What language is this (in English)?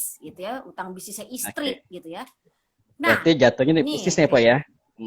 Betawi